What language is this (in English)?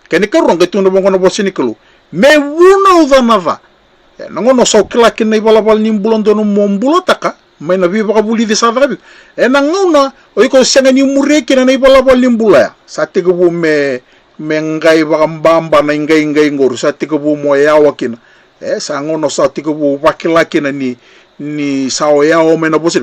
Fijian